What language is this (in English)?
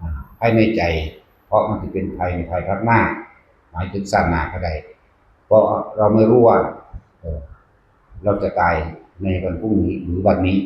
Northeastern Thai